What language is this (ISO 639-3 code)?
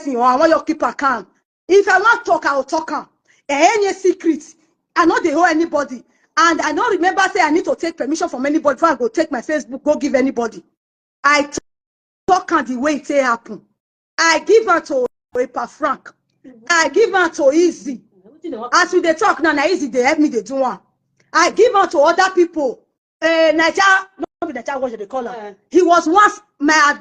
pcm